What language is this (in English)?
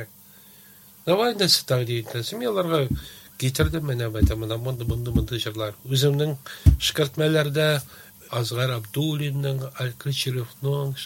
Tatar